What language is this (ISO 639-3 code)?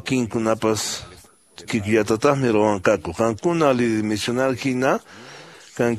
que